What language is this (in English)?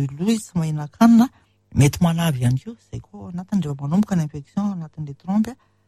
Malagasy